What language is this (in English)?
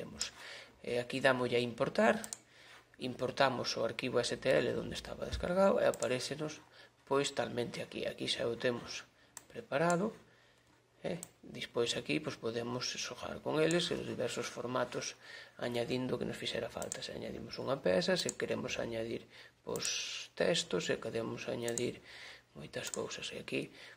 Galician